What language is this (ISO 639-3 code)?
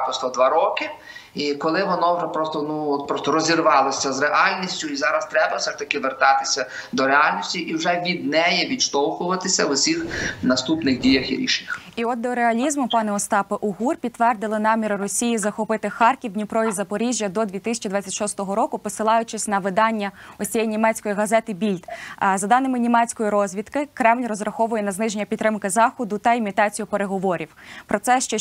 ukr